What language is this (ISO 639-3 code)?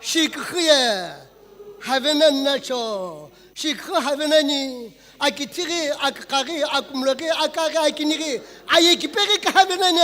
nsm